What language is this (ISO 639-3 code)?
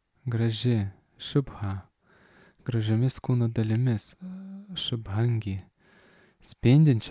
lit